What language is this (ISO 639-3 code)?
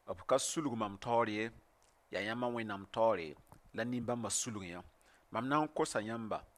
mos